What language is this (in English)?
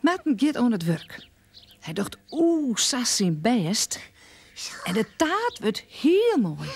Western Frisian